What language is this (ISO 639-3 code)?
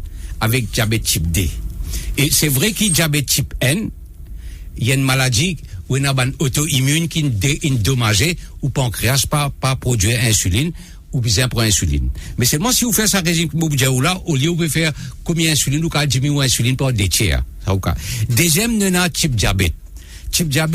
mfe